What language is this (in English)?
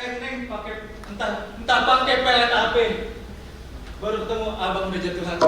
Betawi